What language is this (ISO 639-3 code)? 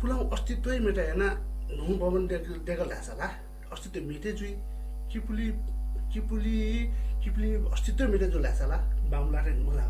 new